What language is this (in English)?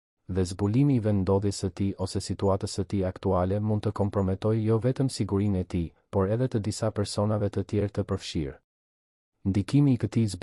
Albanian